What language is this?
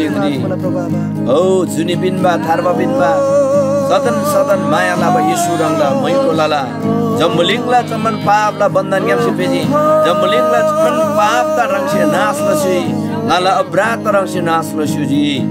Eastern Tamang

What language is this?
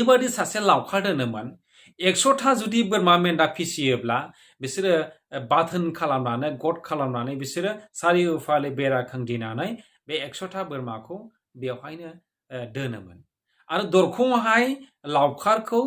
Bodo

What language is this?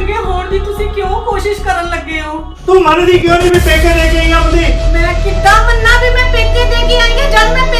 Punjabi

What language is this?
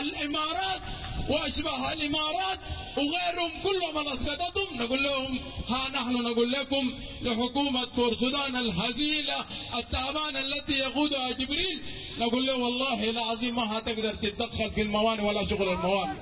Sudanese Arabic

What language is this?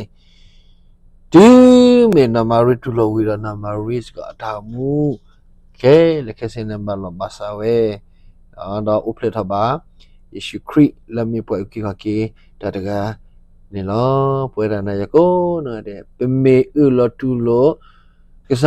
S'gaw Karen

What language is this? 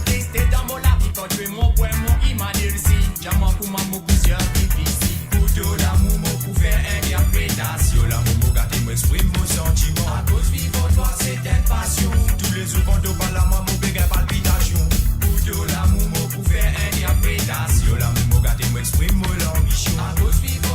Morisyen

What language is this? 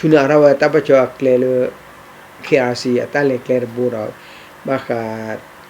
S'gaw Karen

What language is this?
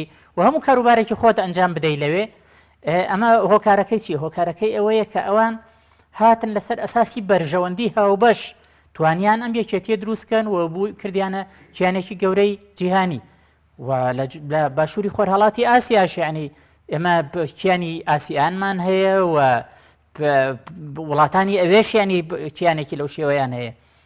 Central Kurdish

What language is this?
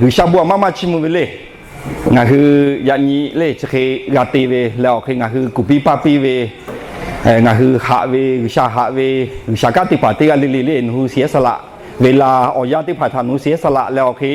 Lahu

